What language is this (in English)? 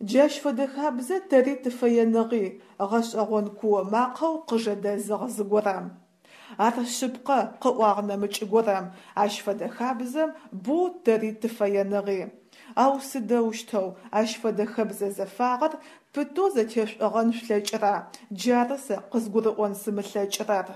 Adyghe